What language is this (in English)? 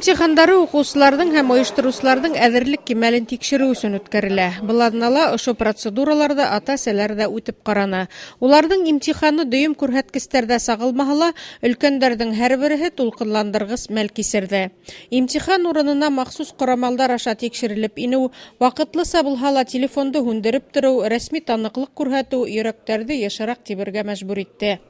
Bashkir